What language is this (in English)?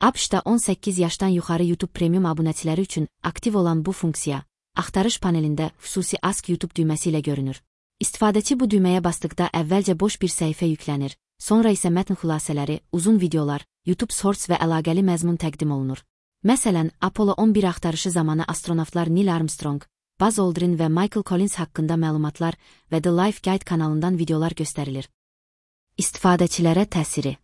Azerbaijani